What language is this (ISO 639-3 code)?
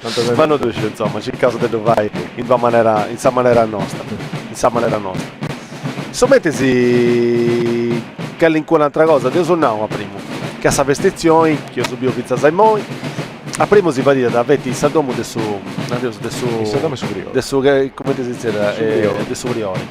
srd